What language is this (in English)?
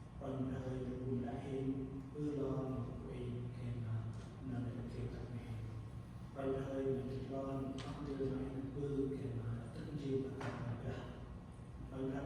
Central Mnong